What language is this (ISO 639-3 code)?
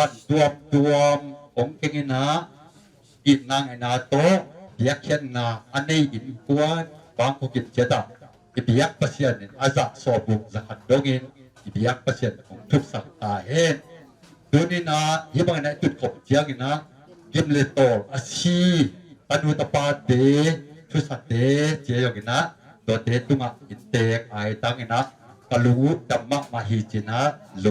ctd